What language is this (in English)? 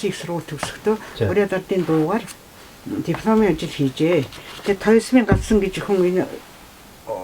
Mongolian